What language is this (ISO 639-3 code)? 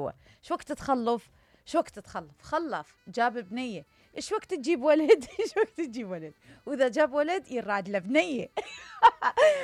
acm